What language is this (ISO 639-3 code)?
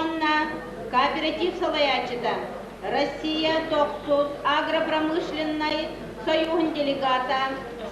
sah